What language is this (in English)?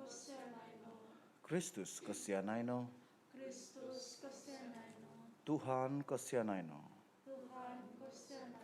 Central Dusun